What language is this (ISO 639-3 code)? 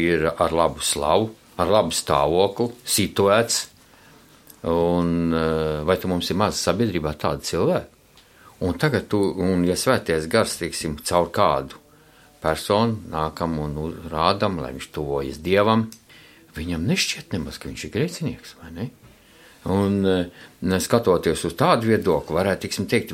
lav